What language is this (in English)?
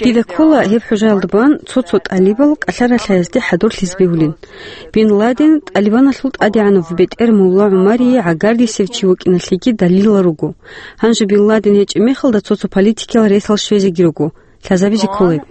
Avaric